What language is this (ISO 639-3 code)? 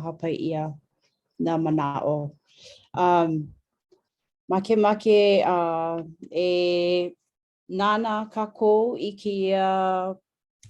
haw